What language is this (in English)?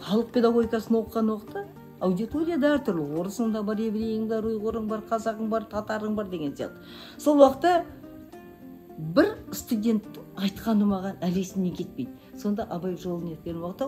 Kazakh